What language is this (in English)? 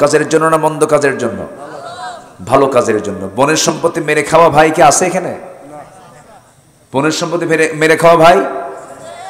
Bangla